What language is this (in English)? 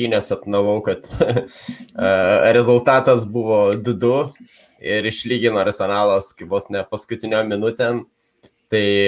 Lithuanian